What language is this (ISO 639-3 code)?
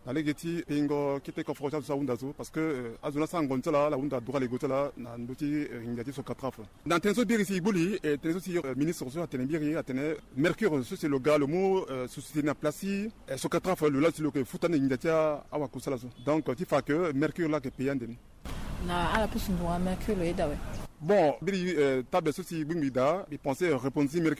sag